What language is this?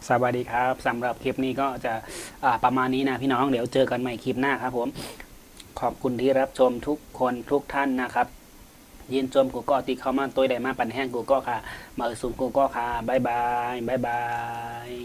Shan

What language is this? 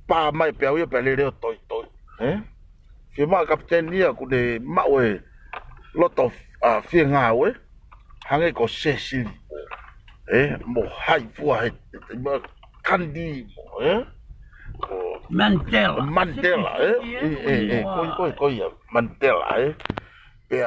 Tongan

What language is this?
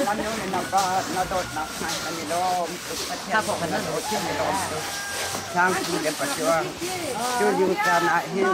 Hakha Chin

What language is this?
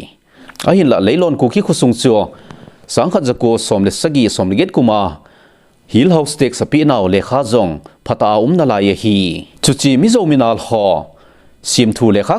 Thado Chin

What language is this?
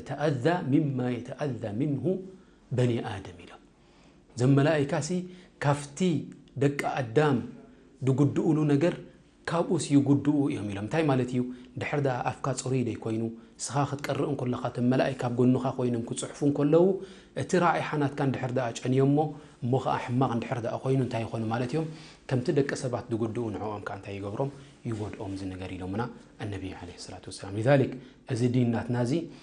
Tigrinya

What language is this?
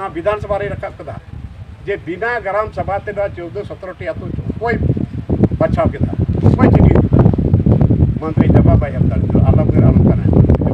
Santali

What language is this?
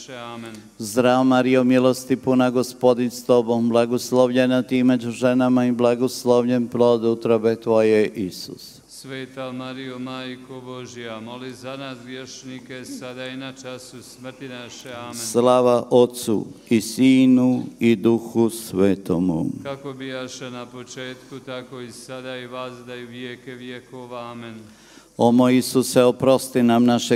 Croatian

